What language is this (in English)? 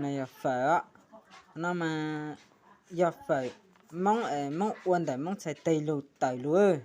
Hmong